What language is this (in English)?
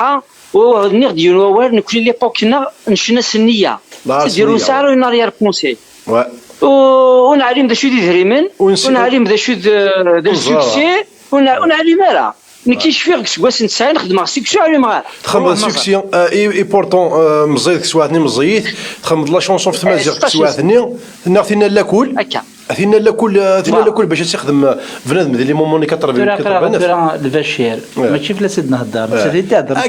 Kabyle